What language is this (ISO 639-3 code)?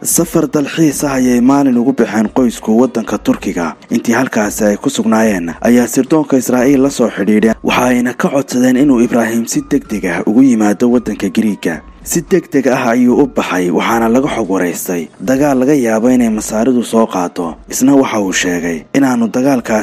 som